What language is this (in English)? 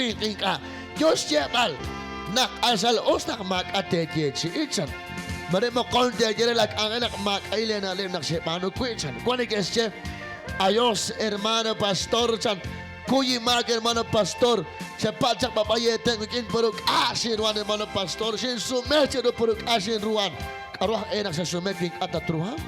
Kekchí